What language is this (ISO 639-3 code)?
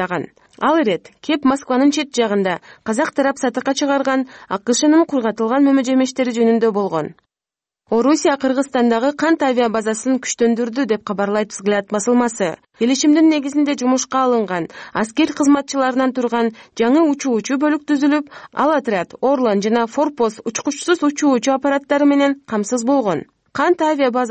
kir